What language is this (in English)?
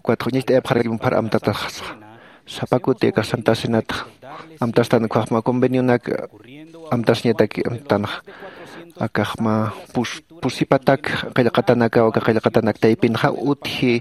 Aymara